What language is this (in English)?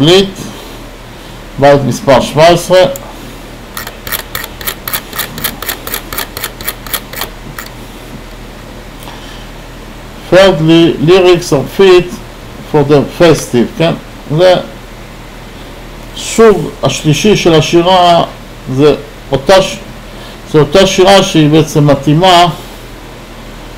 Hebrew